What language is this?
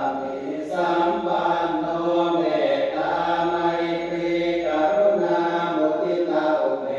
Pali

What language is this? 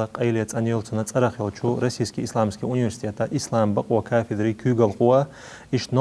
Chechen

